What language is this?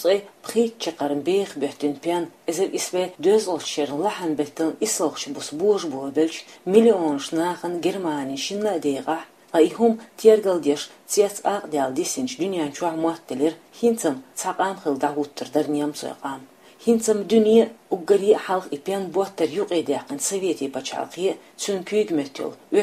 Chechen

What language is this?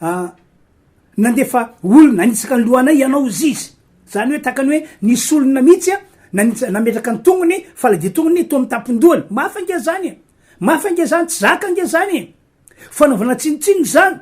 Malagasy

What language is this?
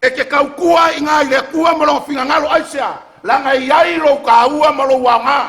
Samoan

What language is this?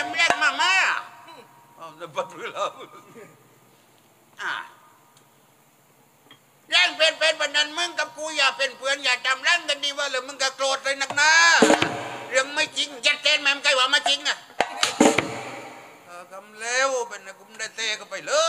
Thai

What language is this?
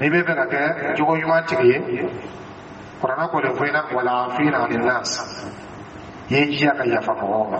Dyula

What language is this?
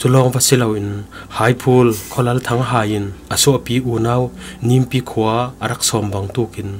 Falam Chin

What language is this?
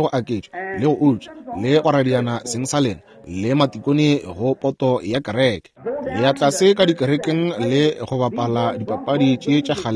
Northern Sotho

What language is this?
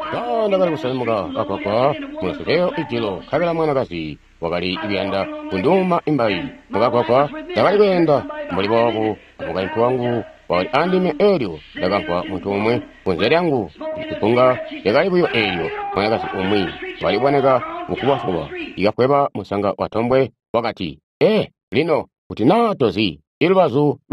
Tonga (Zambia)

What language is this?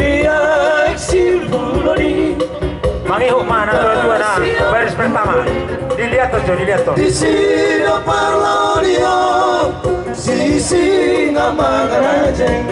Batak Toba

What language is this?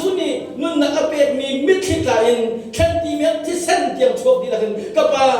Hakha Chin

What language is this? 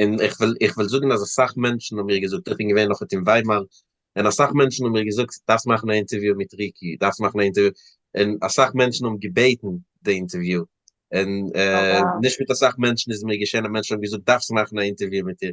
Yiddish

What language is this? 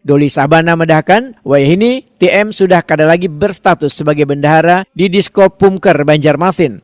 Banjar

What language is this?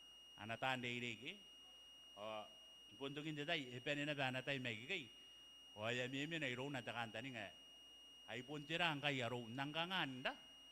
Gilbertese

